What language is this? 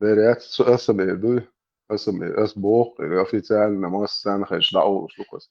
Chechen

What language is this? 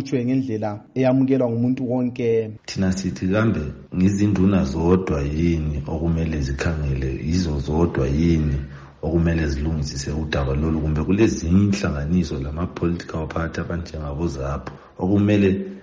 North Ndebele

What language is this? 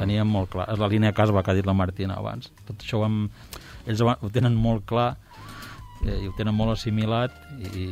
Catalan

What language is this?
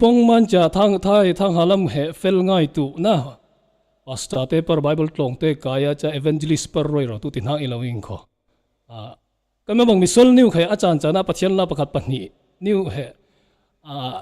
Falam Chin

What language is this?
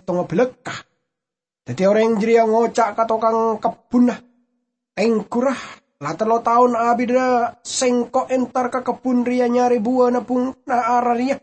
Madurese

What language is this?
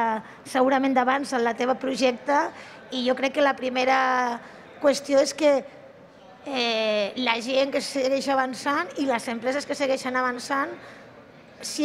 Catalan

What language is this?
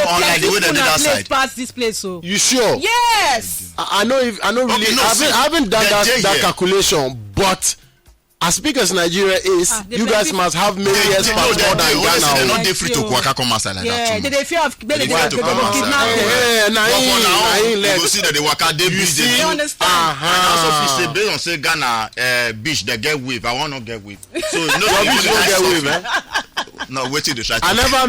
Nigerian Pidgin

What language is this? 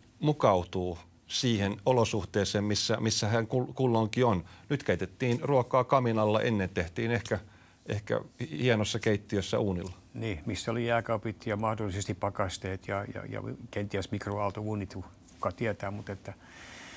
Finnish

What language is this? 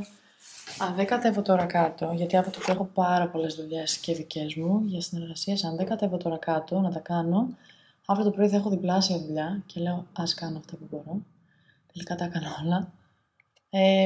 Greek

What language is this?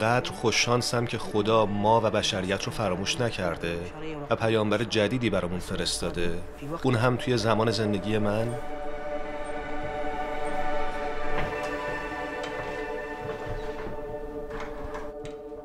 Persian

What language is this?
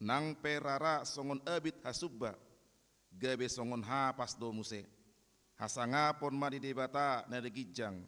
Batak Toba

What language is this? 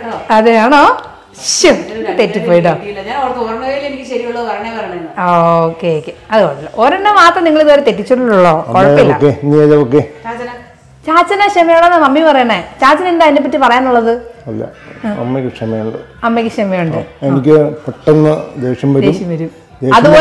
Malayalam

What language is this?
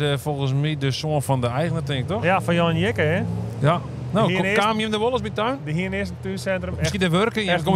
Western Frisian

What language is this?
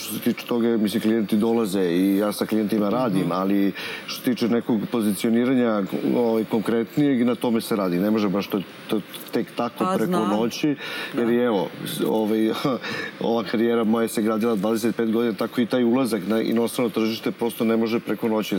Serbian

